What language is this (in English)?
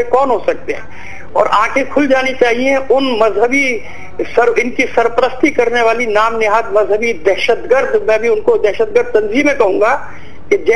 Urdu